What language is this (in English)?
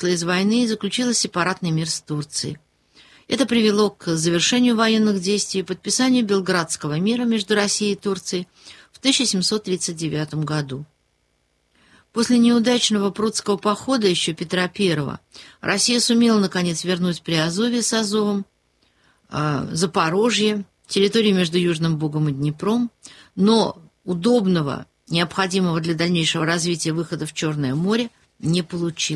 Russian